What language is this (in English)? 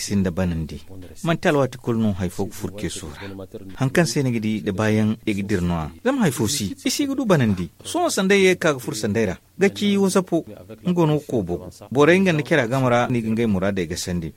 Zarma